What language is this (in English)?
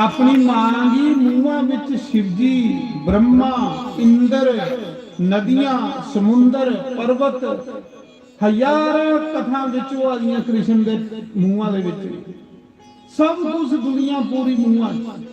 Dogri